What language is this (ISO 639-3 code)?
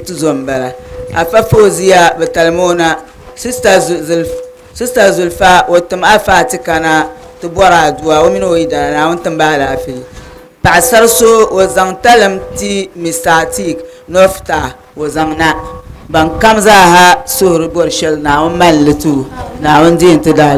dag